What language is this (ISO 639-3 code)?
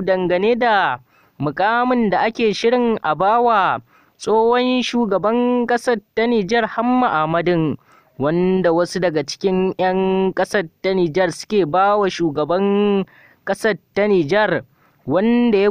hau